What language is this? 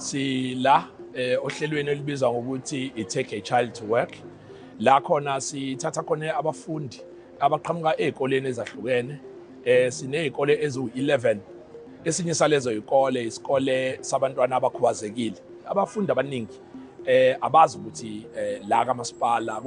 Zulu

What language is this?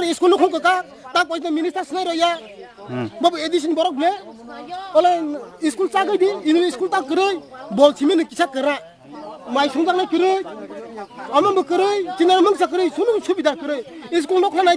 Kok Borok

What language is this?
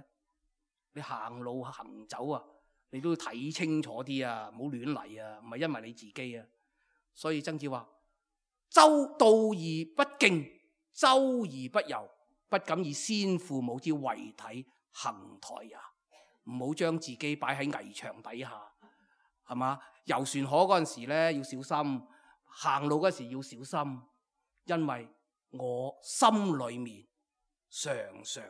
Cantonese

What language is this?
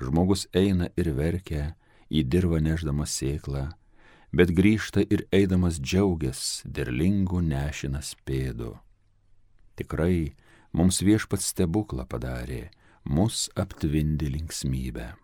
Lithuanian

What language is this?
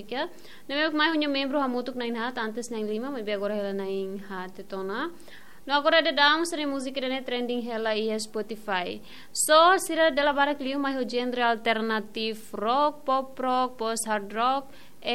Tetum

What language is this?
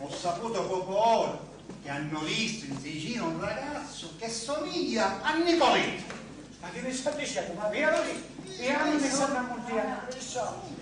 Sicilian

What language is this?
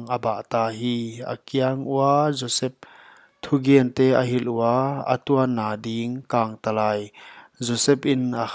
Paite Chin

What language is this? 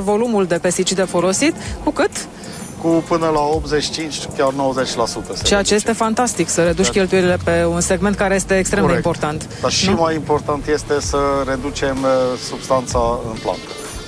Romanian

